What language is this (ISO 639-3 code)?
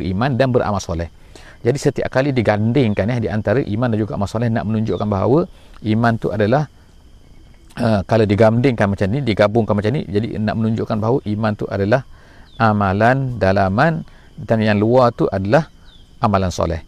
msa